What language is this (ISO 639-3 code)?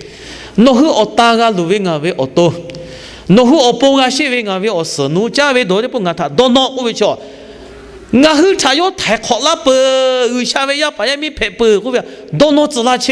lhu